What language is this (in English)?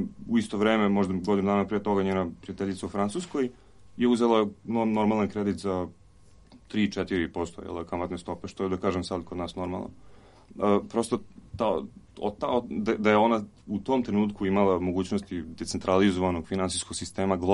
Serbian